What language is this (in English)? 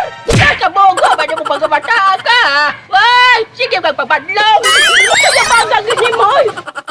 Cebuano